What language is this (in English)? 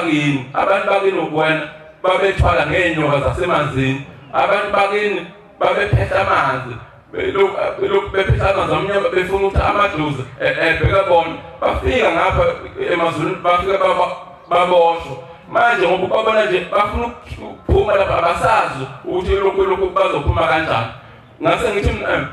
Zulu